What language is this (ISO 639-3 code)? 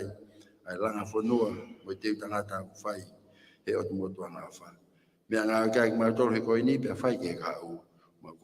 ton